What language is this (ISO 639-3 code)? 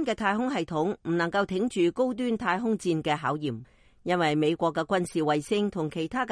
yue